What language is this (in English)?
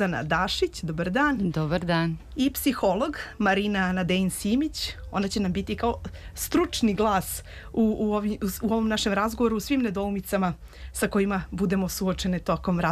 Serbian